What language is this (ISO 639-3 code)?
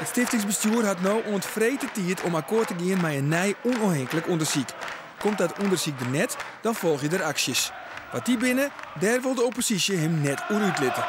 fry